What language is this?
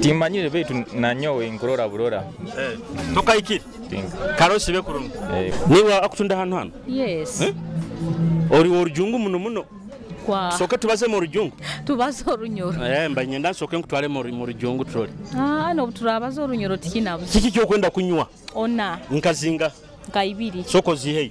Nyoro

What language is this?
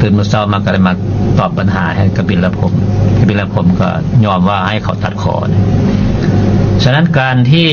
Lao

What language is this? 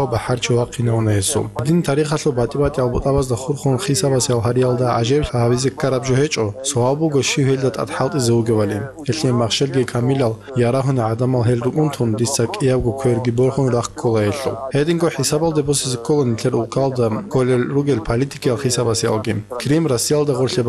Avaric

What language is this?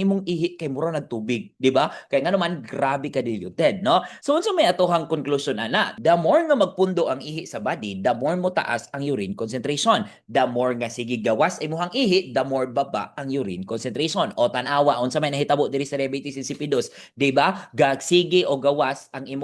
Cebuano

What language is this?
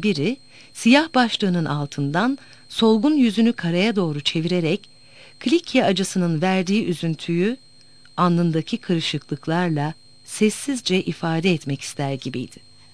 Turkish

